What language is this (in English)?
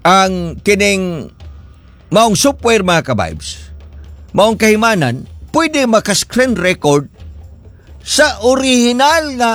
Cebuano